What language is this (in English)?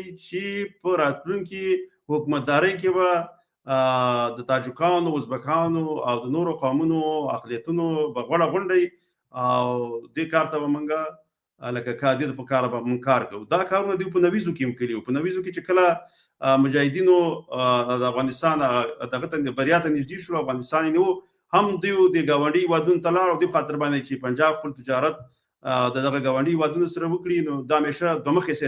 Pashto